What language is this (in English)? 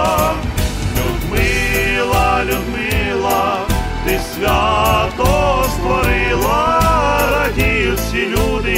Ukrainian